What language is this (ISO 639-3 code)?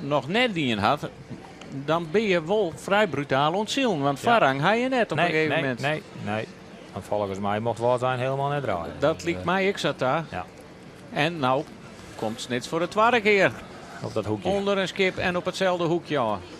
fry